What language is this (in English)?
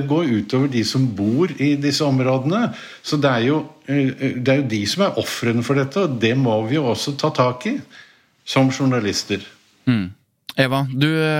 Norwegian